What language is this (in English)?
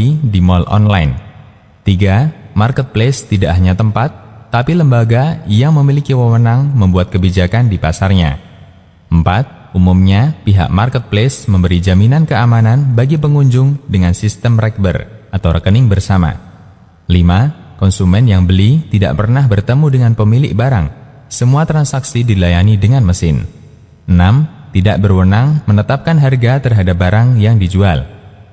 Indonesian